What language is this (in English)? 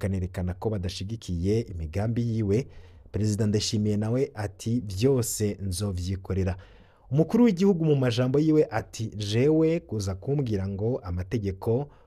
Rundi